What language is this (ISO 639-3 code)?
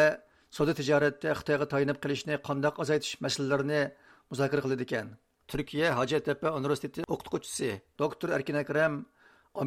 uig